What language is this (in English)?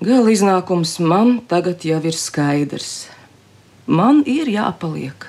Latvian